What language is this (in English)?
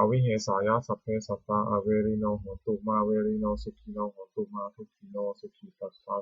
Pali